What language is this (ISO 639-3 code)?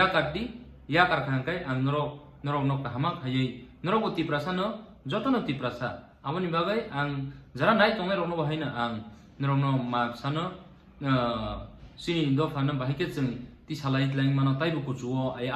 trp